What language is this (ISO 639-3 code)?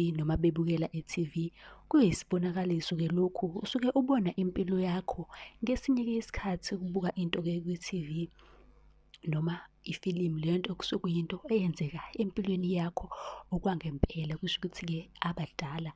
zul